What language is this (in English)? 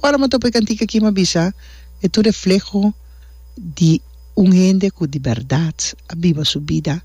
Papiamento